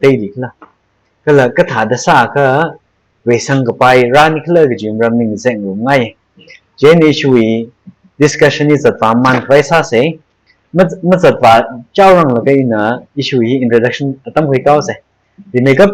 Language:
Tangkhul Naga (India)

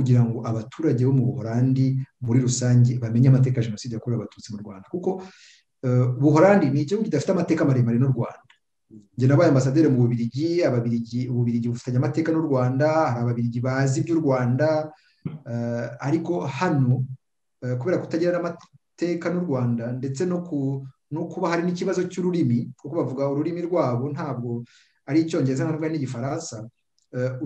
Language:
Kinyarwanda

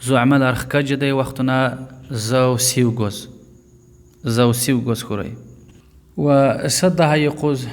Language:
Lezghian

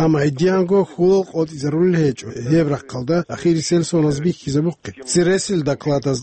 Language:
Avaric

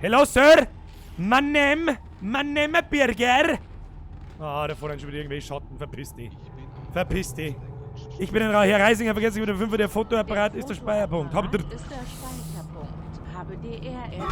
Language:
Bavarian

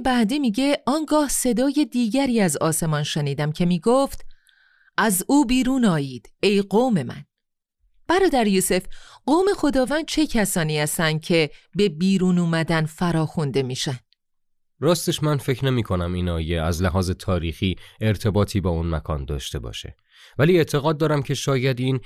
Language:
Persian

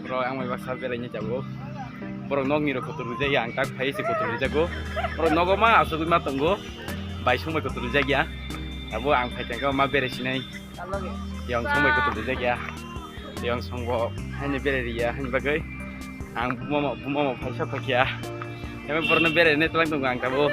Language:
Kok Borok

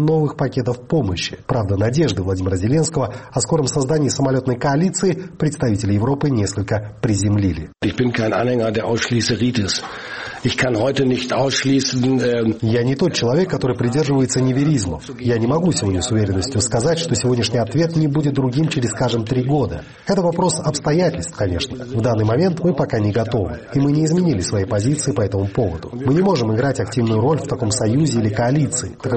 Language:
Russian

